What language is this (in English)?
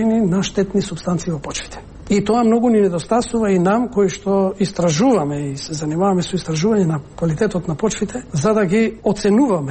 Macedonian